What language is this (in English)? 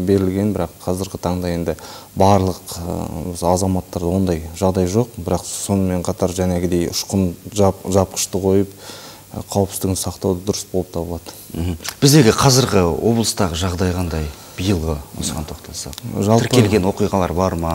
Kazakh